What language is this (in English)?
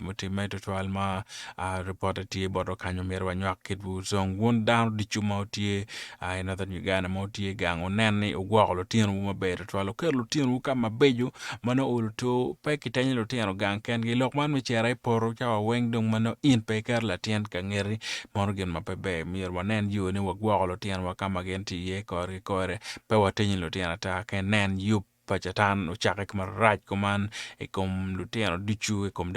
Acoli